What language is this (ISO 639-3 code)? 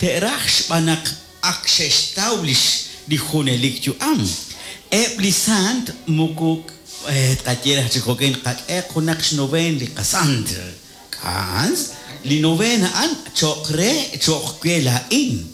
kek